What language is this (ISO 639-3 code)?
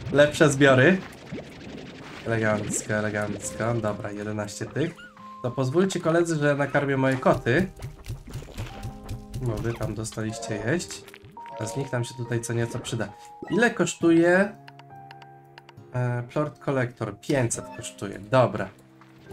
pol